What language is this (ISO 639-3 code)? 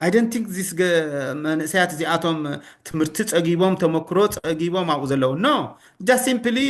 tir